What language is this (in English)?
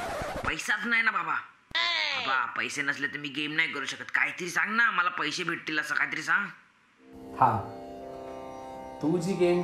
Marathi